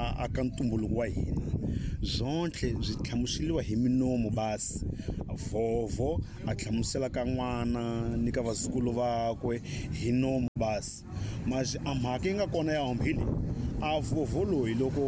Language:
Tsonga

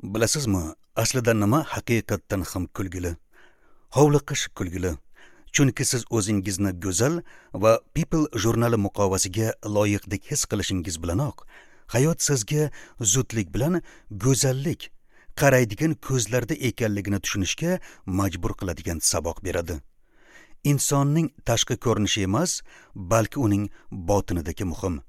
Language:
Uzbek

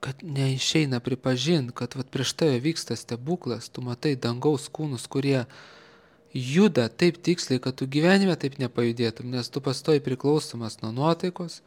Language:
Lithuanian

